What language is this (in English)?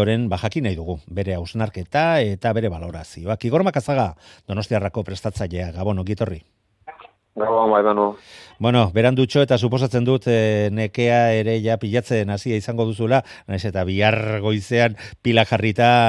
Basque